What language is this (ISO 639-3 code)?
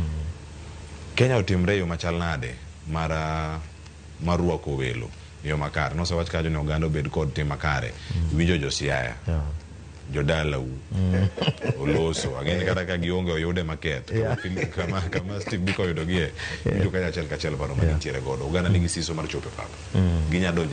luo